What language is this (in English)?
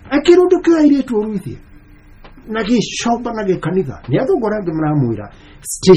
Kikuyu